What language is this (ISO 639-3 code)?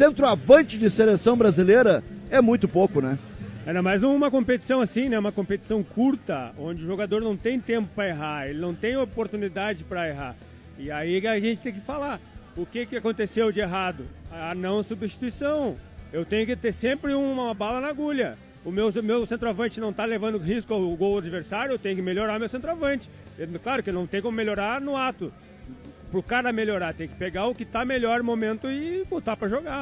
por